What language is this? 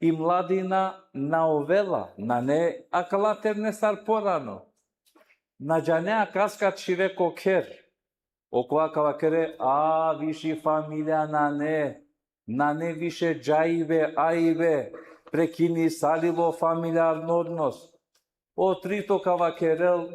Balkan Romani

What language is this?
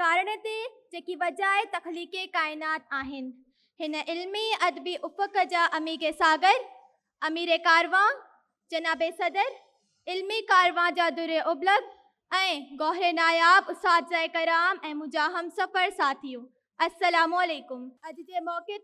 Sindhi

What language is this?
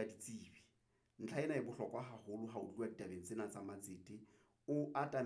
Southern Sotho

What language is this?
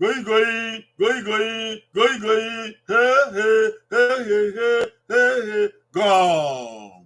Bini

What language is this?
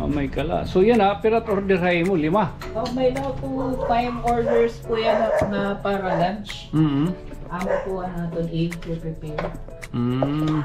Waray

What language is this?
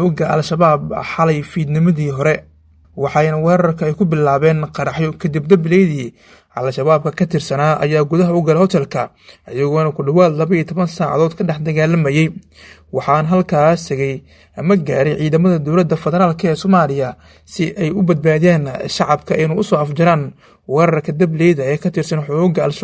Somali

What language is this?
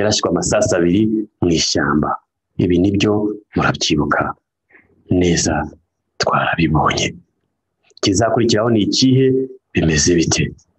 Kinyarwanda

